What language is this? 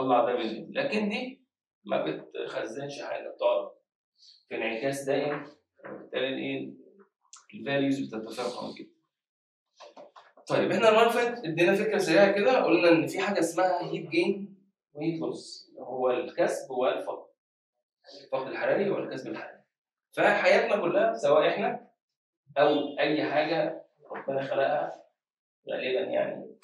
Egyptian Arabic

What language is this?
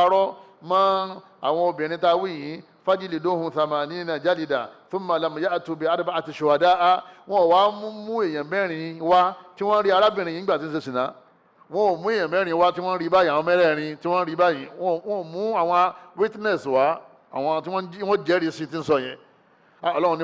Yoruba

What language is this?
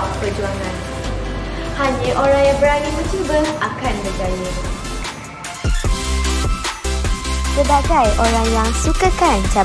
Malay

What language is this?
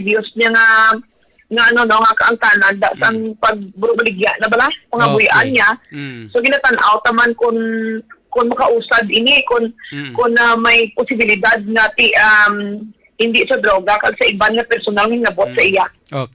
Hiligaynon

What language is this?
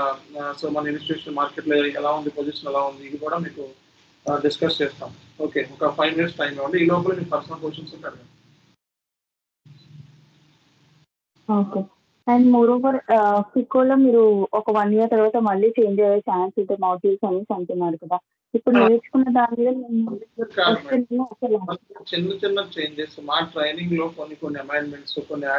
Telugu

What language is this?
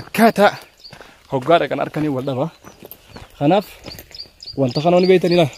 Oromo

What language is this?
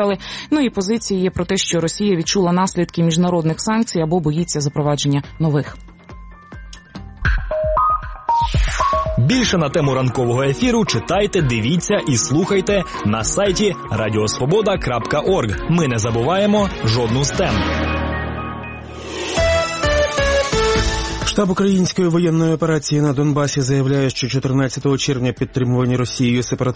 Ukrainian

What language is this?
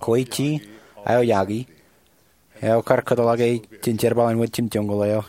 Marshallese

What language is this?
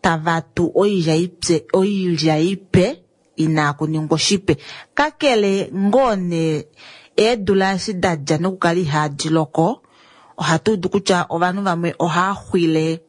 Kuanyama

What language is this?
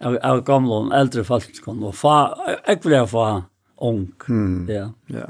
Faroese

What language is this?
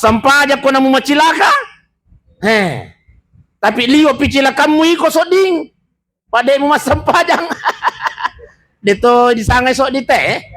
Buginese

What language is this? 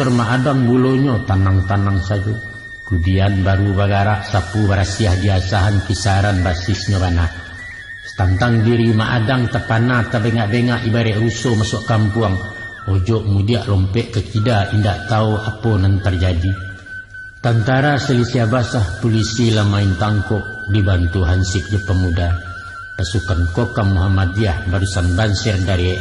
Minangkabau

